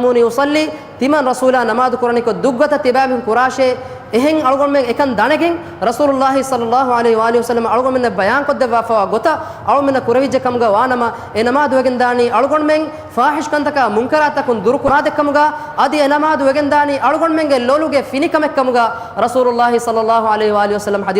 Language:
Divehi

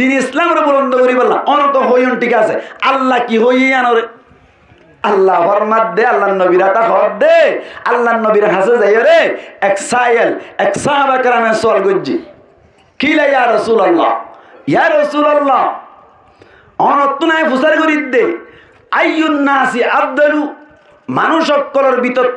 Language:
Rohingya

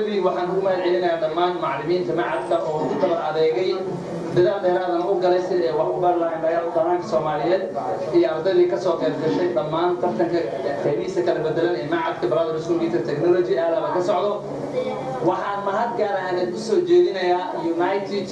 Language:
Somali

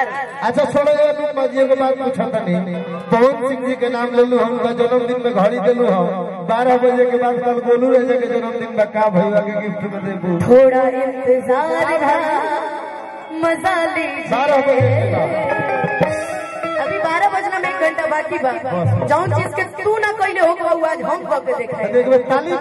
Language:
Bhojpuri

